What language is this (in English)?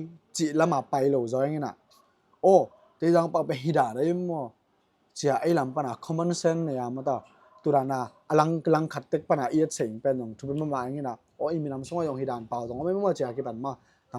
Tedim Chin